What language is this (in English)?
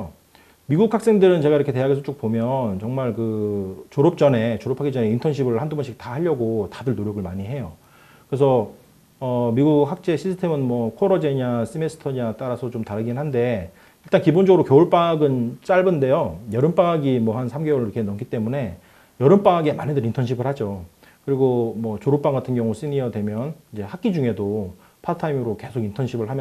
Korean